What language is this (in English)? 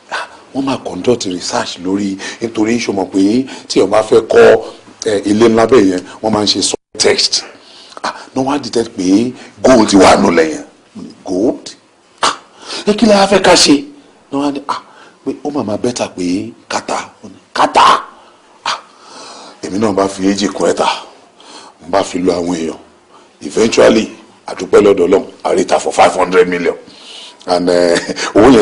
Yoruba